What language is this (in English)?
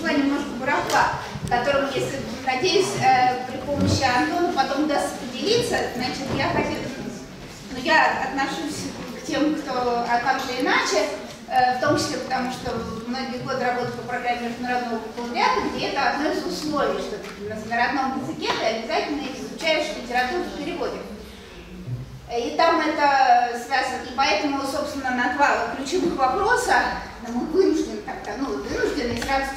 Russian